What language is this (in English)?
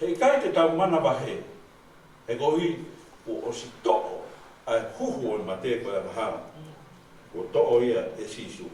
Tongan